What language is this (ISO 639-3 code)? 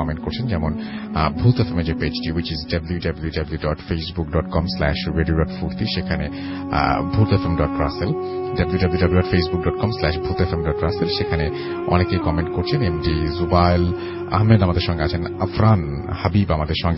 ben